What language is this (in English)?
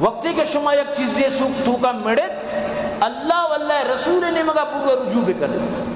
Baluchi